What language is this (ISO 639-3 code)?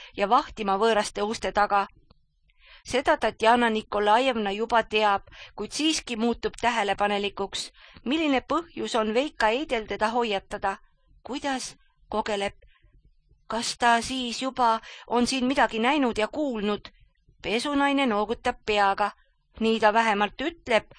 est